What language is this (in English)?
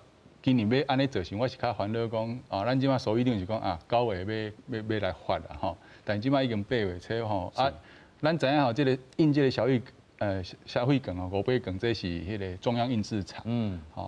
Min Nan Chinese